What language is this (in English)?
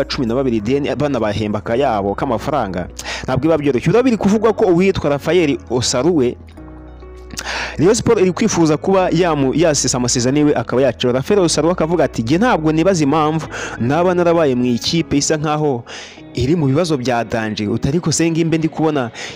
Kinyarwanda